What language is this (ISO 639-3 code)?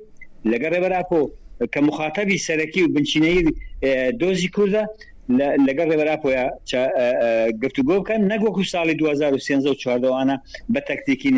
ckb